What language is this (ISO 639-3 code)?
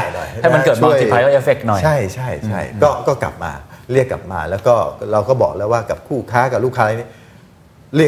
tha